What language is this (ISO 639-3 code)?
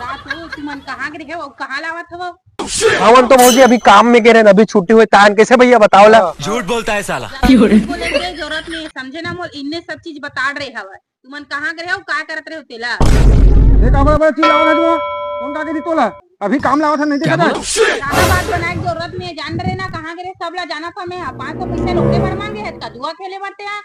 hne